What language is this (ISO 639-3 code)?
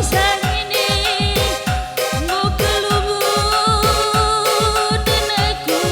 btx